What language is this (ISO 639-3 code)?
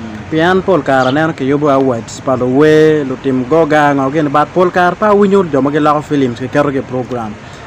ach